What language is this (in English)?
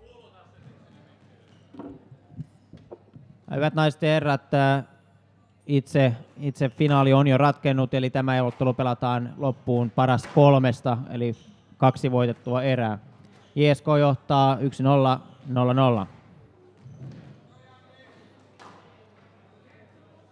Finnish